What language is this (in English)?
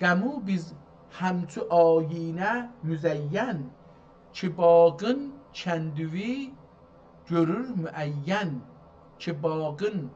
South Azerbaijani